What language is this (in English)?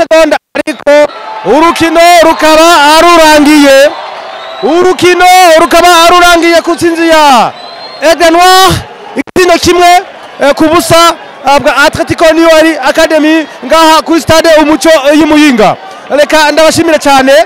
Rundi